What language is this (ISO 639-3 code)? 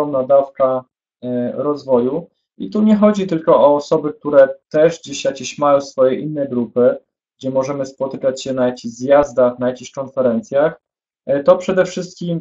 pol